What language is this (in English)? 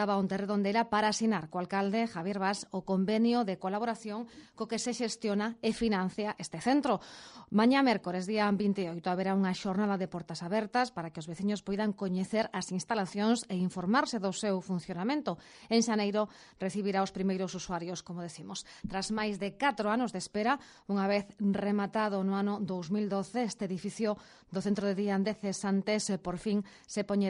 Galician